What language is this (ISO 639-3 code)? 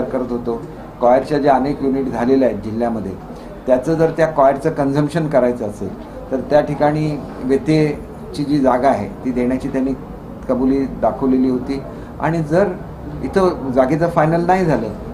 mar